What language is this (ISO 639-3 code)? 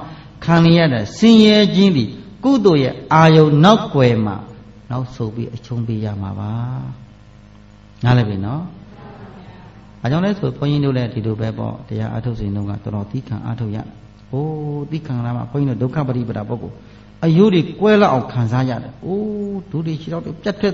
mya